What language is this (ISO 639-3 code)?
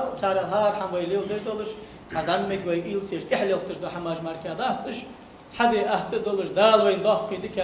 inh